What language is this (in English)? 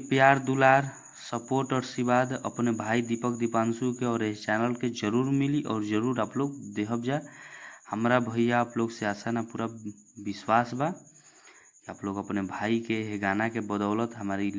Bhojpuri